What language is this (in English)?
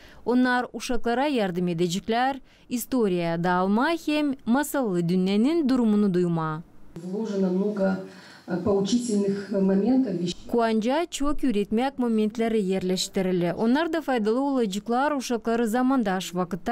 Gagauz